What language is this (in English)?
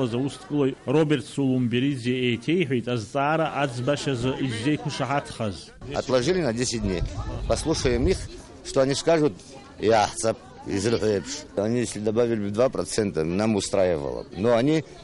Abkhazian